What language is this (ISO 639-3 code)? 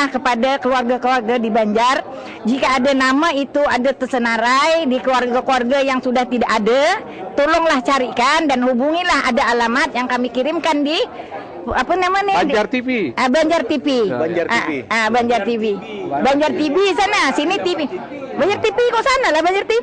bjn